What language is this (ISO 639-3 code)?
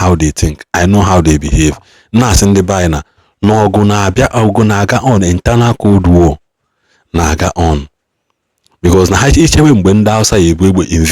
ibo